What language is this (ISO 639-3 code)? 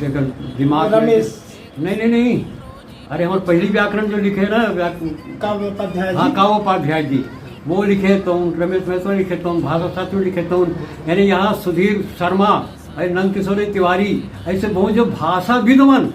hne